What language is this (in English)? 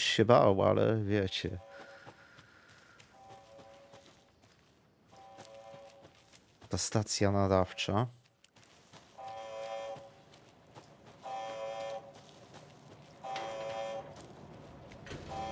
Polish